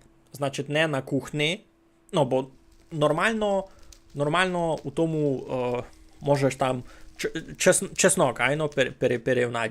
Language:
Rusyn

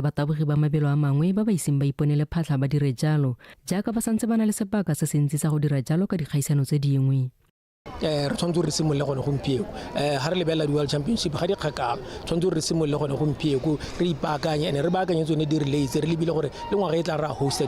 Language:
Tswana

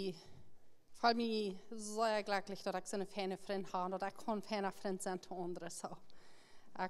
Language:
Plautdietsch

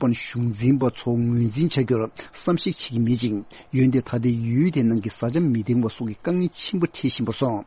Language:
Tibetan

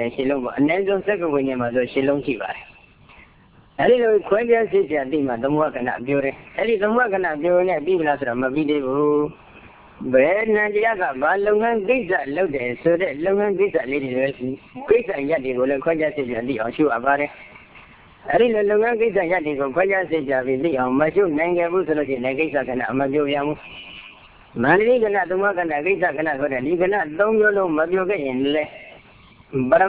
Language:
Burmese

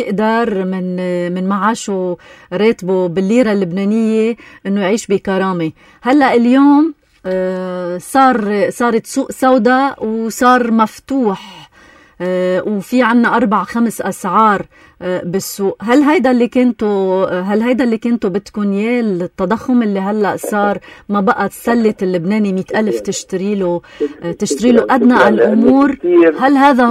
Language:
North Levantine Arabic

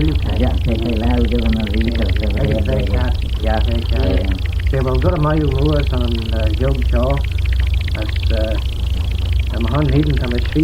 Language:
Manx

